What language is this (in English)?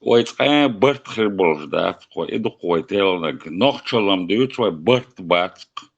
Chechen